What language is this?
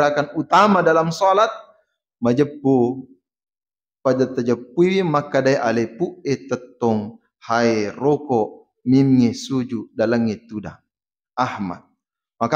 Buginese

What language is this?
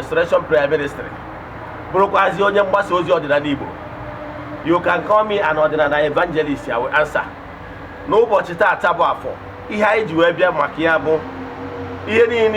Igbo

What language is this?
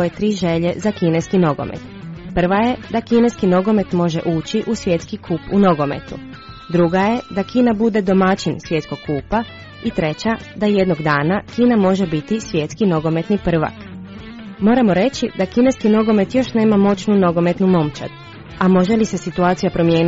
Croatian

